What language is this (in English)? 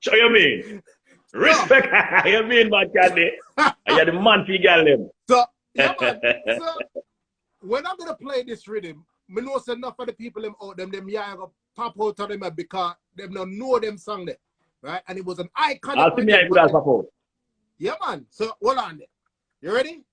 Jamaican Creole English